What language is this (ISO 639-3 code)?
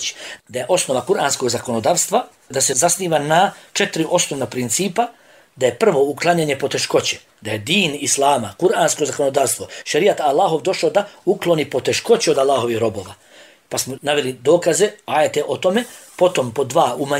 bos